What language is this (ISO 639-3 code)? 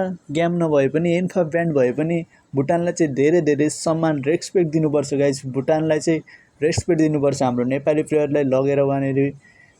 nep